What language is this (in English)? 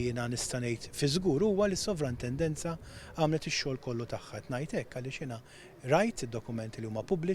Maltese